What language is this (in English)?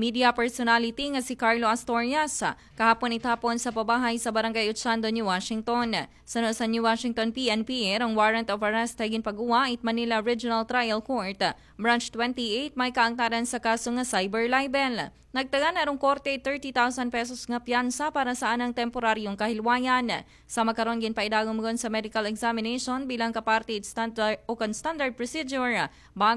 Aklanon